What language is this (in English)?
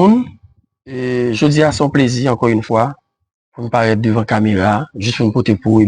Haitian Creole